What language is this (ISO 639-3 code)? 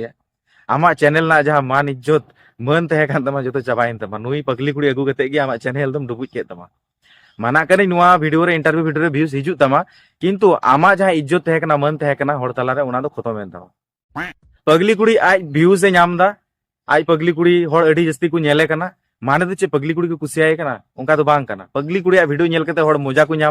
sat